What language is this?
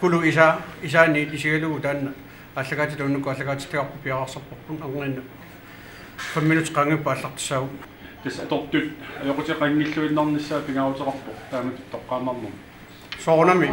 Kalaallisut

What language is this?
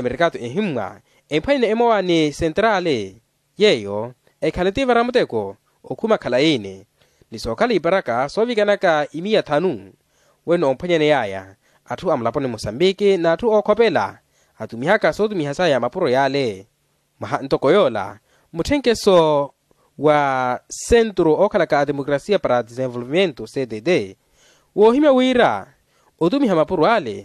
Makhuwa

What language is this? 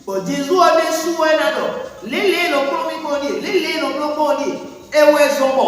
Fon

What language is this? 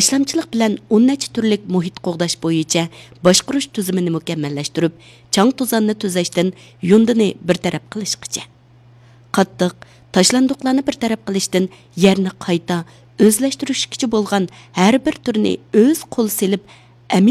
Uyghur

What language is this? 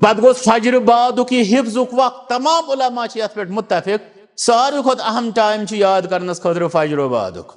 Kashmiri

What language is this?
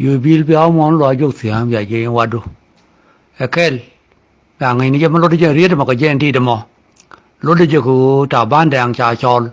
Nuer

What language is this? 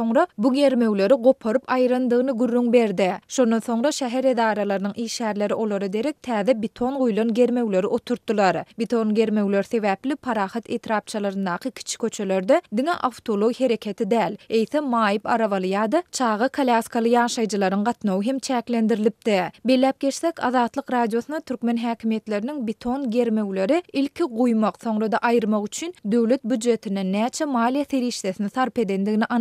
Turkmen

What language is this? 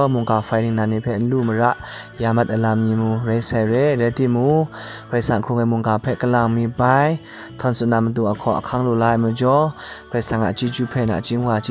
Kachin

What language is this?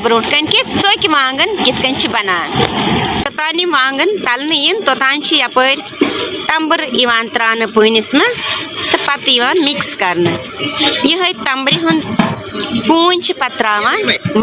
Kashmiri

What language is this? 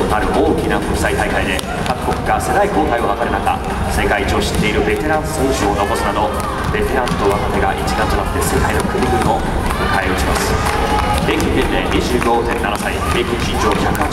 Japanese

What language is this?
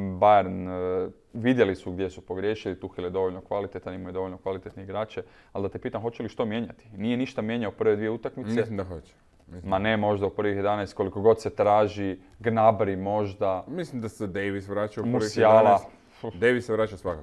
Croatian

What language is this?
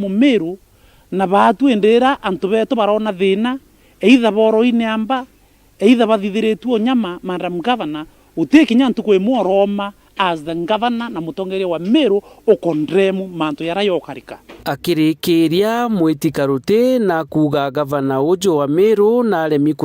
Meru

